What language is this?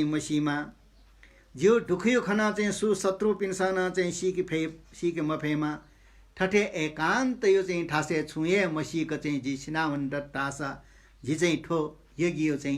Newari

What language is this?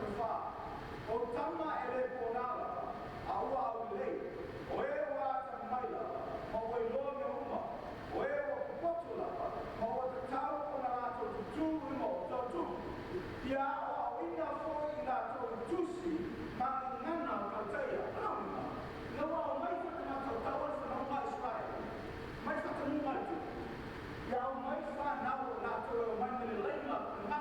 Samoan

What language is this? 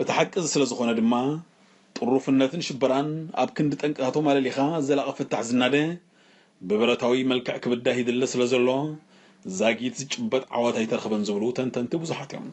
Tigrinya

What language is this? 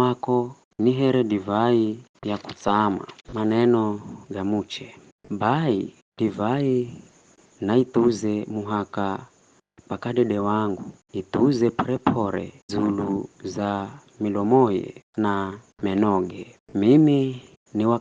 Giryama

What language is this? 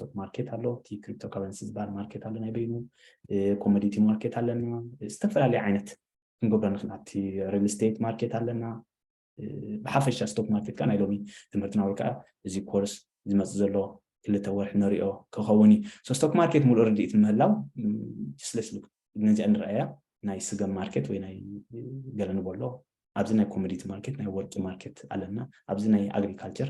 Tigrinya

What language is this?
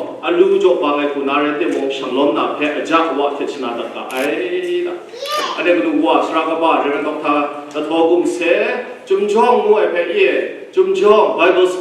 Kachin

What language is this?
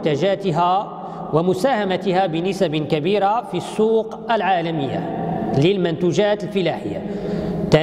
Arabic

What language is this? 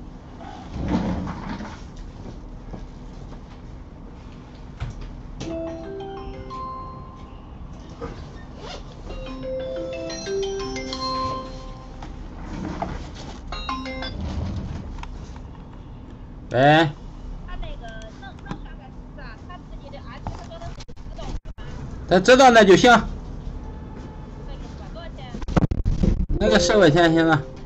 Chinese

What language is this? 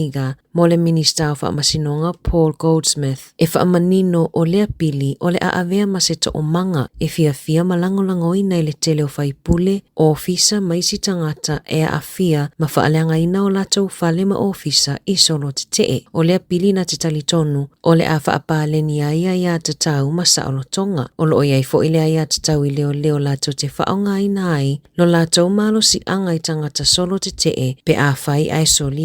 Samoan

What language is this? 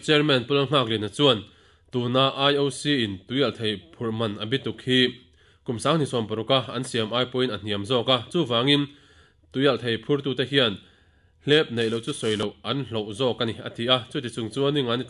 Mizo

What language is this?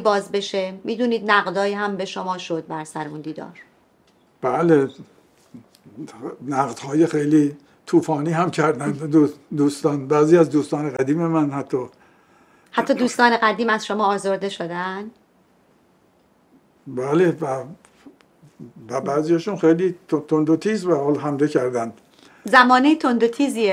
Persian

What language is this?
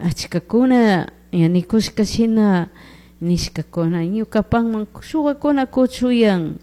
Chimborazo Highland Quichua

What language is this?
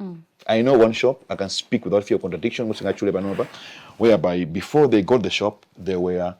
Nyanja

